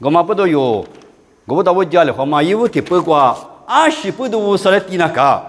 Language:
Lisu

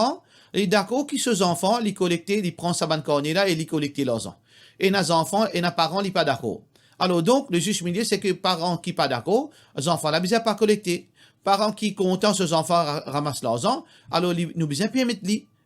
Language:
Morisyen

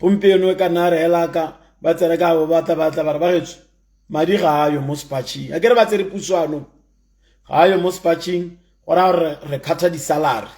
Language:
Tswana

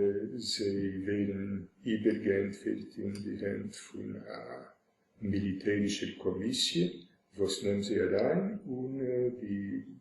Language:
Yiddish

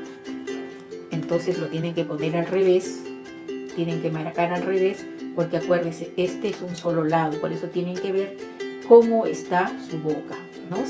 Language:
Spanish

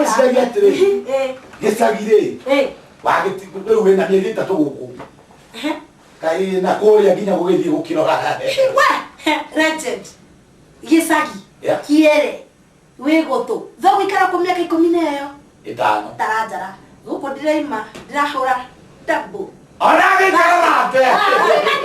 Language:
Kikuyu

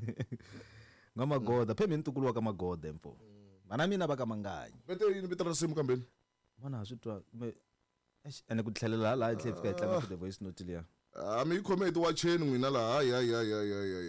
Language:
Tsonga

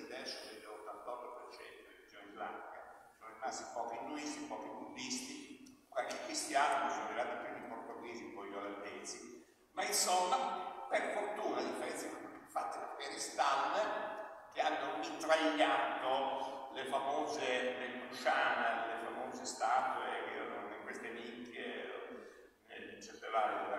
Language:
Italian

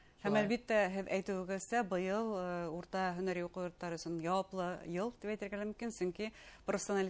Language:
Bashkir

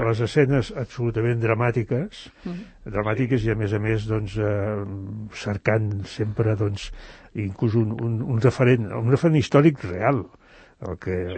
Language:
Catalan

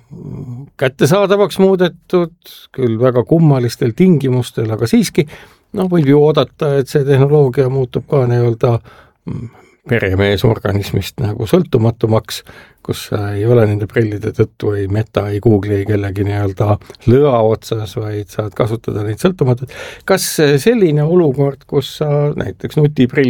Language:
Estonian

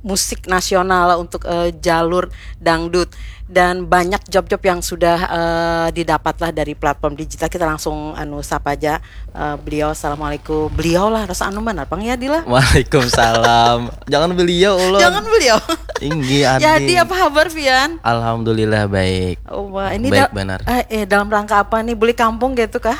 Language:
Banjar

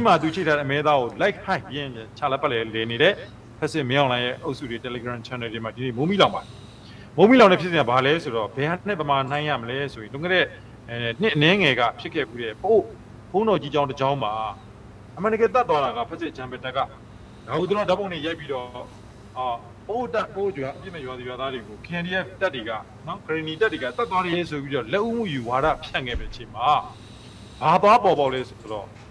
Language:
Burmese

